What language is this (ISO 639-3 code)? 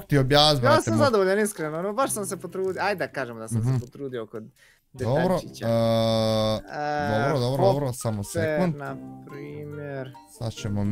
bos